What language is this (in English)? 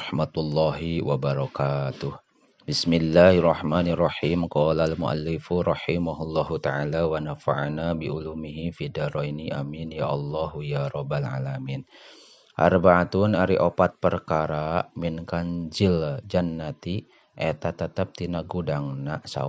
Sundanese